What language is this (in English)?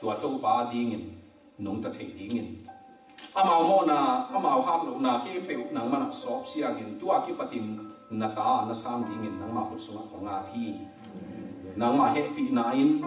Tedim Chin